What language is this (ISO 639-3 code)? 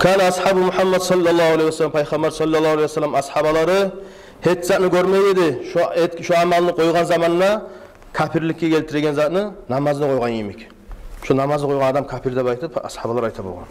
kum